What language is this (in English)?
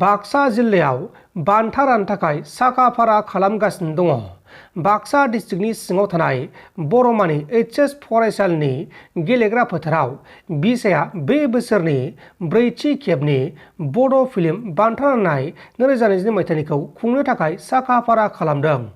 Bodo